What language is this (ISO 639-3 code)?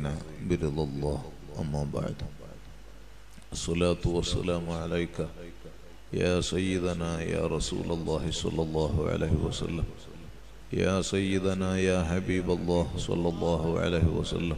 mal